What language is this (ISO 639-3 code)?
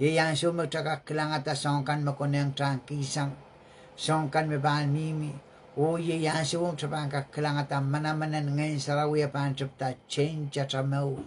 pon